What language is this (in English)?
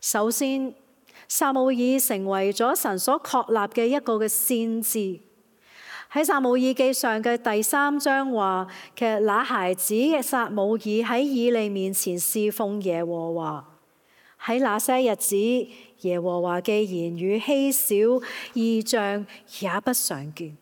Cantonese